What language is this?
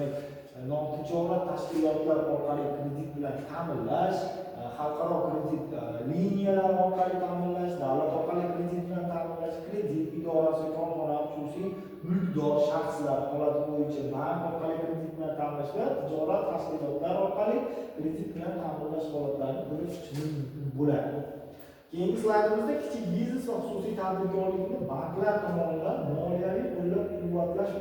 Uzbek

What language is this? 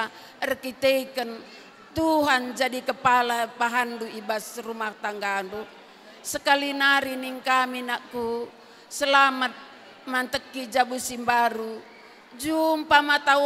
Batak Karo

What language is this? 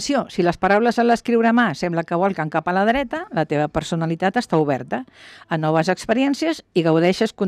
Catalan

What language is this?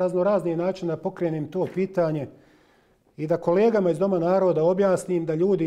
Bosnian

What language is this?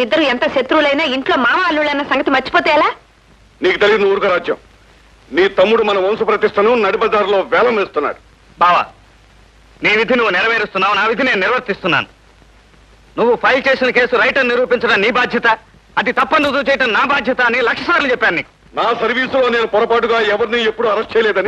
Telugu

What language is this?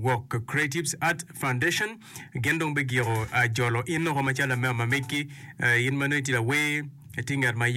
Acoli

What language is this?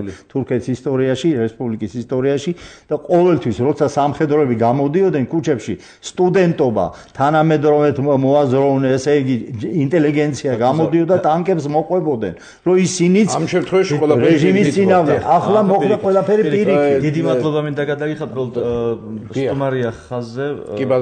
Georgian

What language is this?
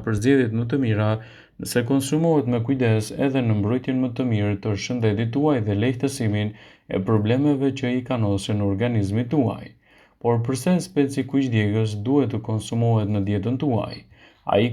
Albanian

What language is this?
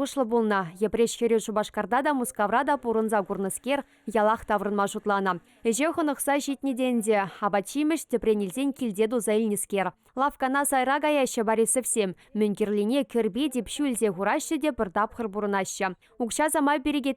Chuvash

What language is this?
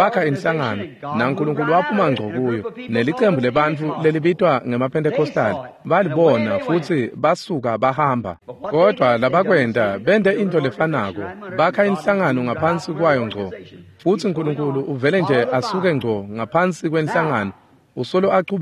Swati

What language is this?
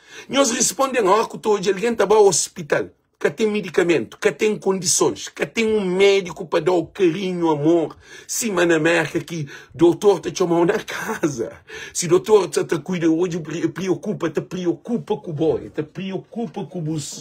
Kabuverdianu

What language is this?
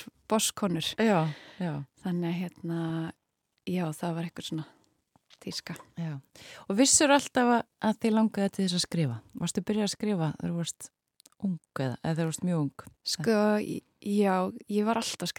Icelandic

